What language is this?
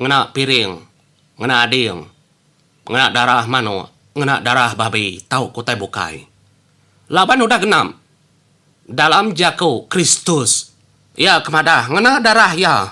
Iban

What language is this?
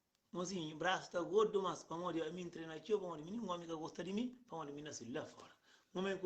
Kabuverdianu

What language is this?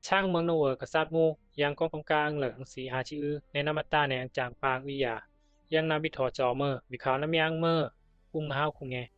Bisu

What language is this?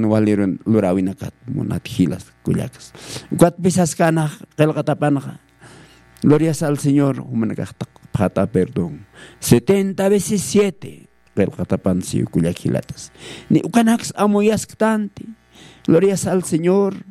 Aymara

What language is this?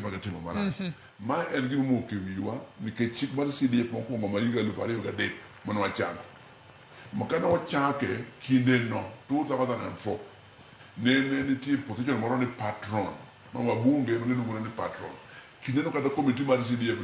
Luo (Kenya and Tanzania)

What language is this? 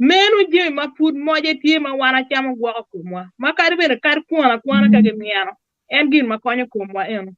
Acoli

